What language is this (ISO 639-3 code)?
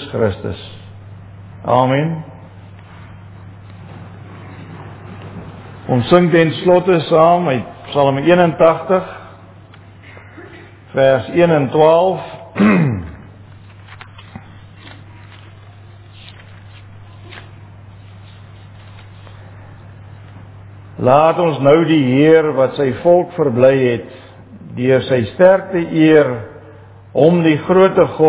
afr